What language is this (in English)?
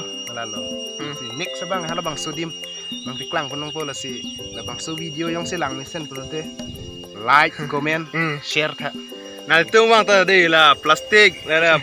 Karbi